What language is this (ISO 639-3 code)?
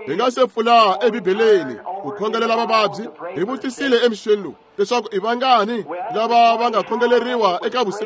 tso